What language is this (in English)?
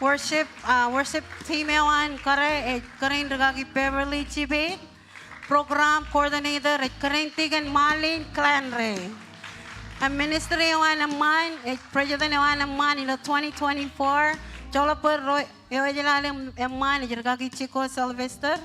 Marshallese